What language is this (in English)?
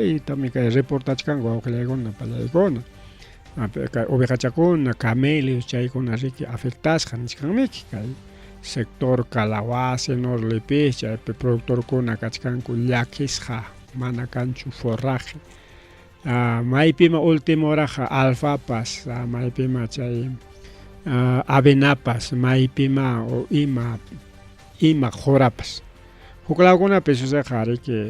Ayacucho Quechua